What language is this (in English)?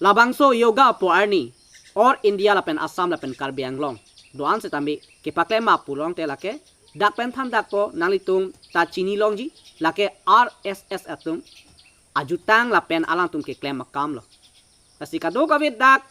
Karbi